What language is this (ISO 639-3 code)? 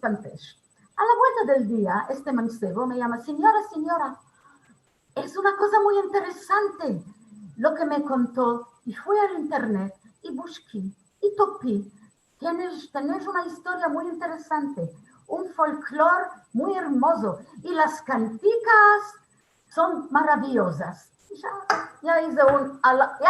lad